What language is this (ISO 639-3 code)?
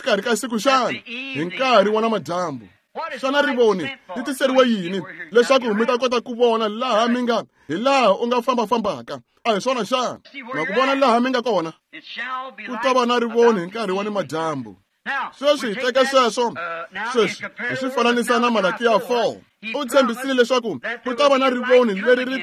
tso